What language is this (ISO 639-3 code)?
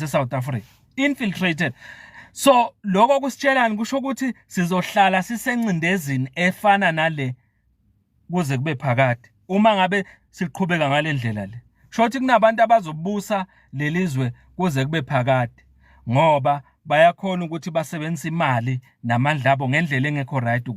zul